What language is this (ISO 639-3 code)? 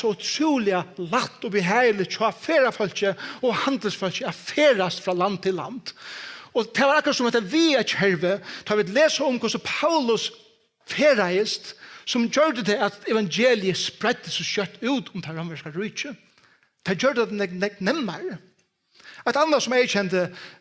fao